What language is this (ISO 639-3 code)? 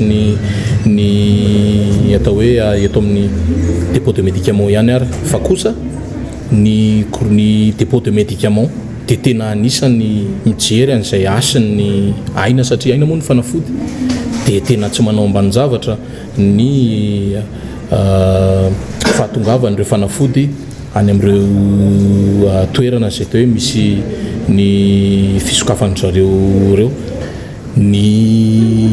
mlg